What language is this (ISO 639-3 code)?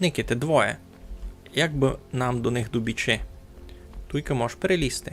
rue